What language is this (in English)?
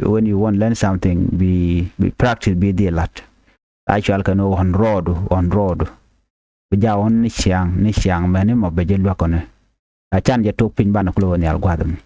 Nuer